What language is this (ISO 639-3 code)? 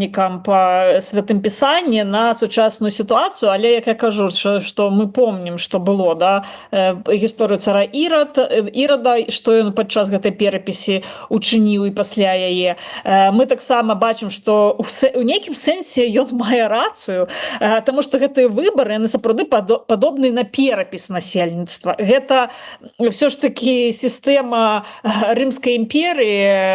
bel